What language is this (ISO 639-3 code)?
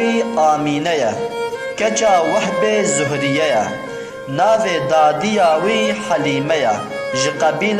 kur